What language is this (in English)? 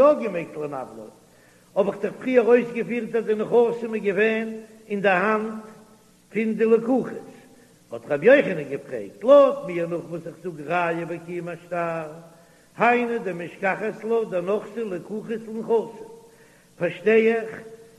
Yiddish